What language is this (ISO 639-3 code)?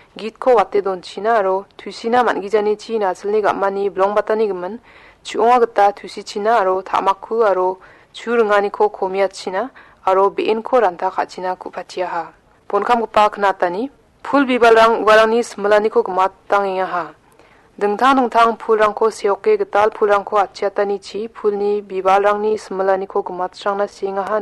grt